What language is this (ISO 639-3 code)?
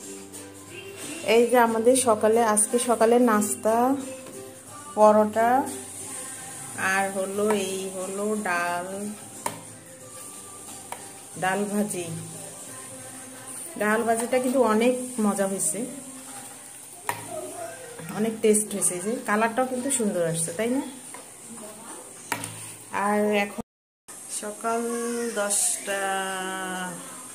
ben